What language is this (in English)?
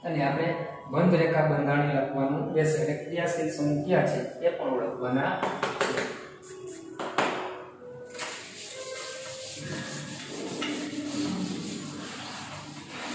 Gujarati